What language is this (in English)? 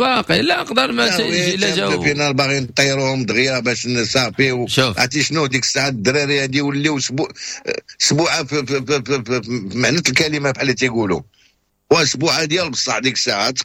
Moroccan Arabic